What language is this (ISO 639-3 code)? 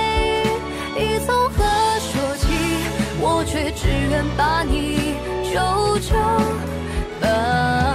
zho